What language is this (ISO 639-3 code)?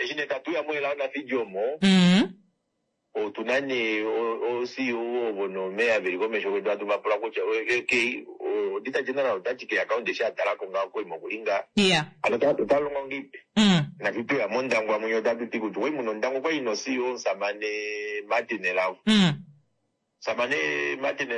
kua